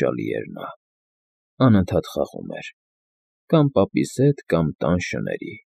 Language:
Armenian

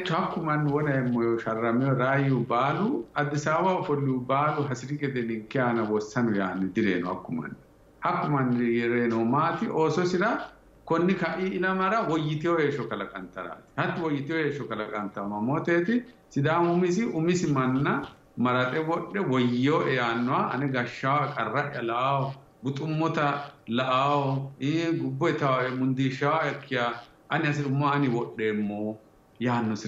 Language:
Sidamo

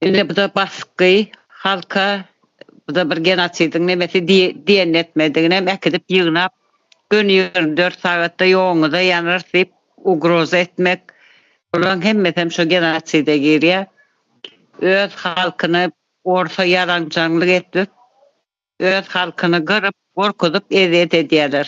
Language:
Turkmen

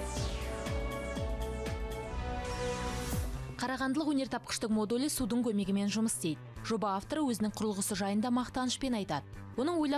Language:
Kazakh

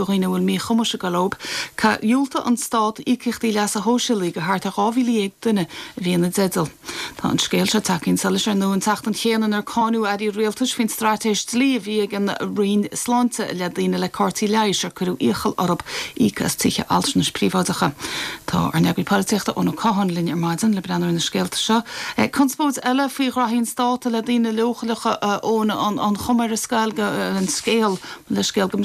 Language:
Irish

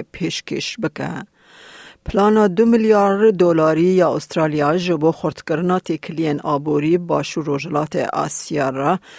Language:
Kurdish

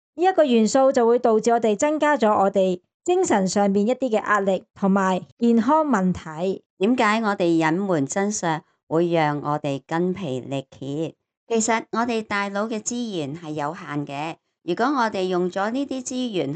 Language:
Cantonese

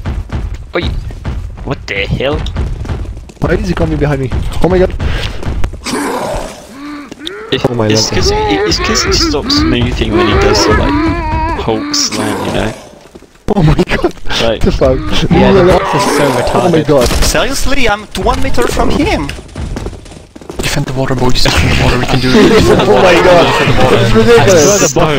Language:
English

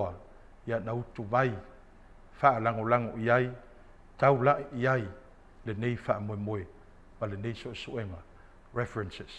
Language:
Samoan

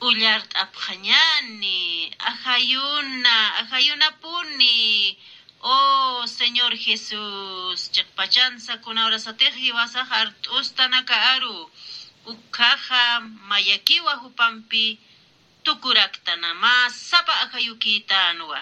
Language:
Aymara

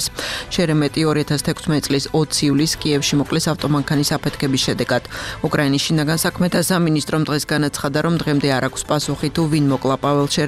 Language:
Georgian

